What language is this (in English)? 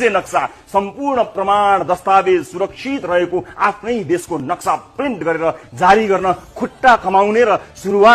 Nepali